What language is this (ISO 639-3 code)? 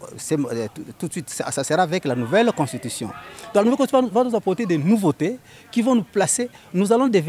fra